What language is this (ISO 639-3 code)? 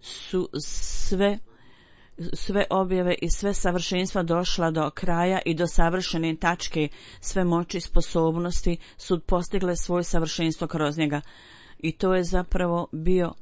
bos